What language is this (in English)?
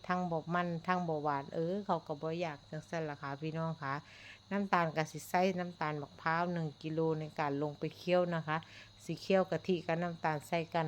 Northeastern Thai